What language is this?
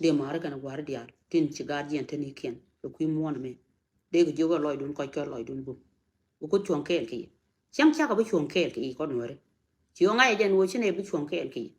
Nuer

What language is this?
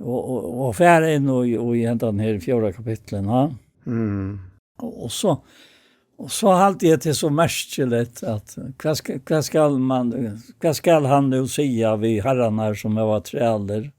Faroese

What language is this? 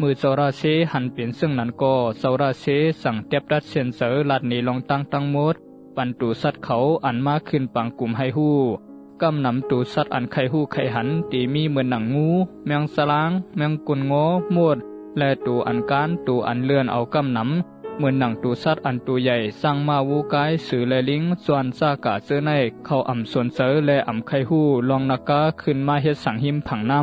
Shan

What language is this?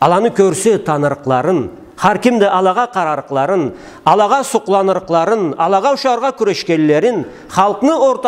Karachay-Balkar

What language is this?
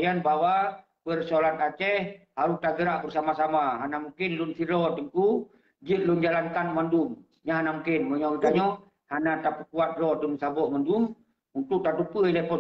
Achinese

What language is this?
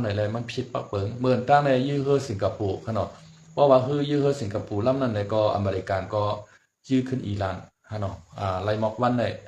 Shan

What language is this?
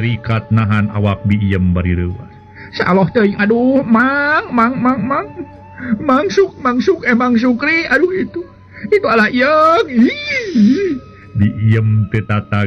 Sundanese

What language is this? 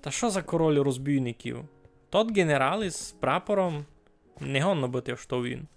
Rusyn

